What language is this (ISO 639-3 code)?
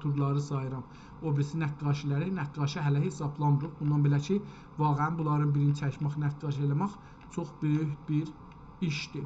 azb